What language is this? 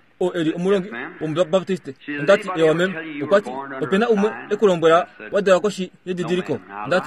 Kuanyama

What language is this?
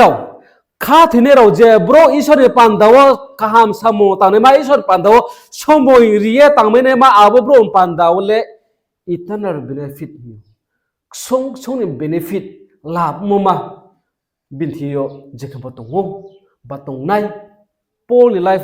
Riang (India)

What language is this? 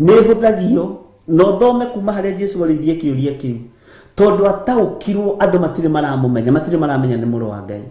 Kikuyu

